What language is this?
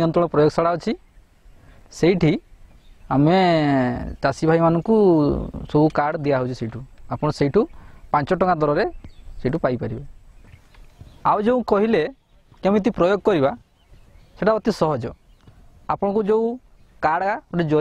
Odia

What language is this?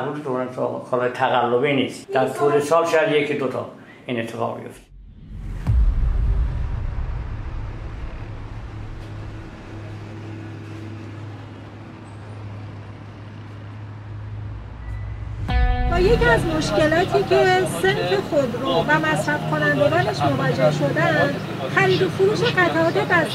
Persian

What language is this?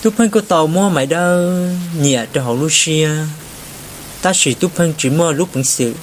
Hmong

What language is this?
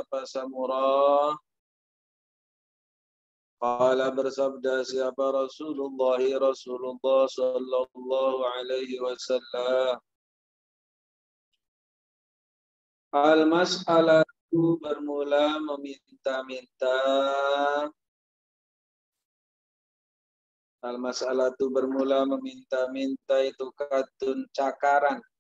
Indonesian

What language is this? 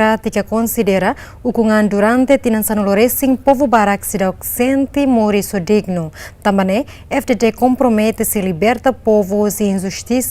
Tetum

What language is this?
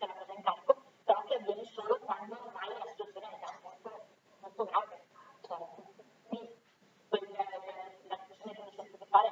Italian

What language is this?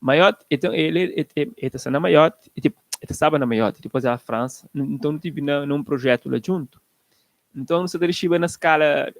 Kabuverdianu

